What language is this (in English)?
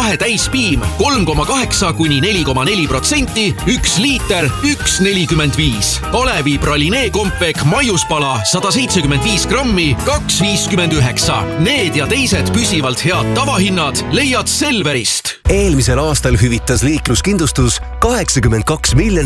Estonian